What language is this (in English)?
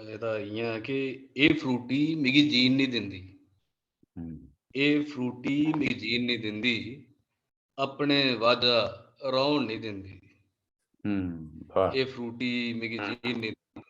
Dogri